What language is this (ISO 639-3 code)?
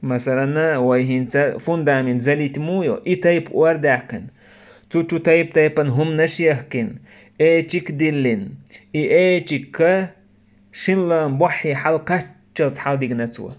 che